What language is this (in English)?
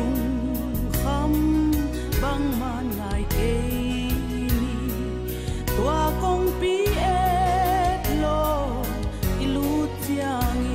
Paite Chin